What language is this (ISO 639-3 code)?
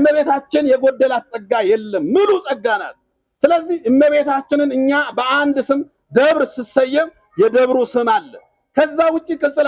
amh